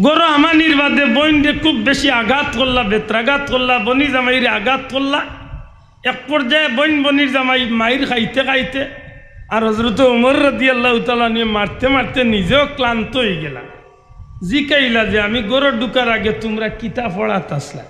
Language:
Sylheti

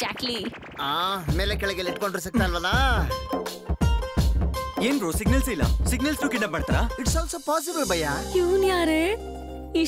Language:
Kannada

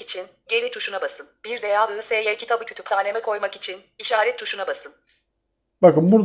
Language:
Turkish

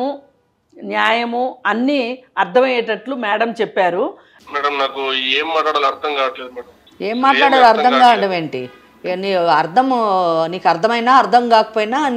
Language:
Telugu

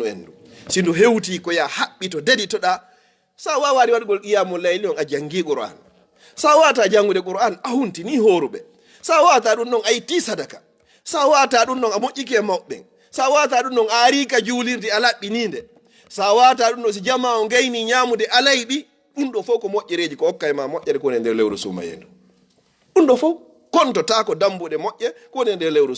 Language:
Fula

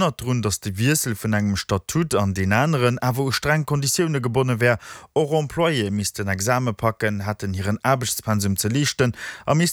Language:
Luxembourgish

